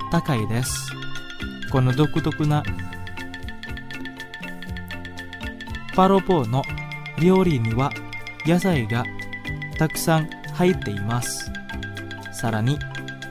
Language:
Japanese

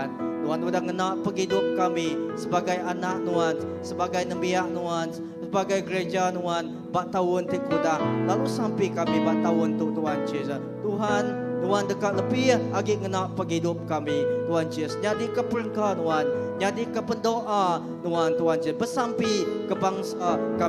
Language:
Iban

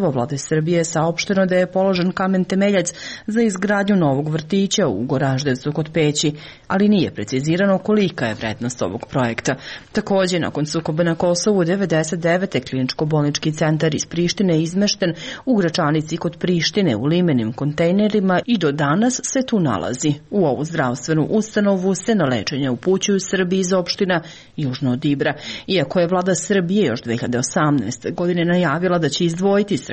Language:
Serbian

